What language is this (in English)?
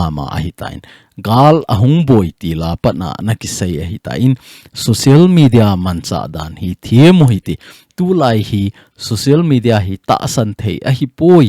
Thado Chin